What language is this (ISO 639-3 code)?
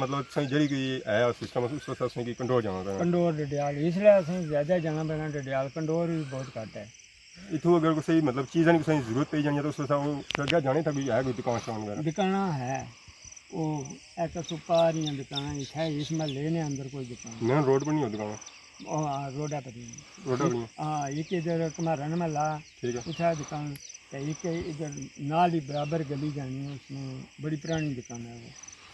phr